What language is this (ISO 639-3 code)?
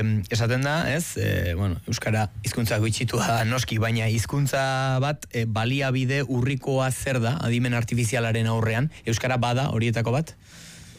eus